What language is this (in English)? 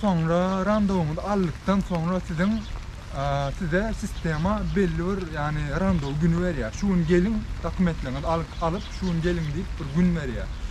Turkmen